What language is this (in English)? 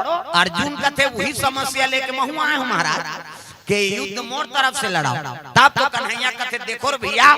Chhattisgarhi